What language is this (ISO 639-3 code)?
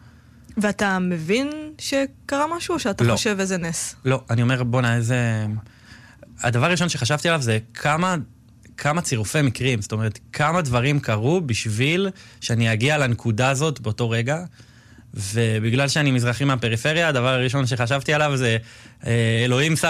heb